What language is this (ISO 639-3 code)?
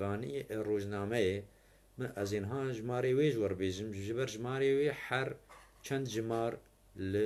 kur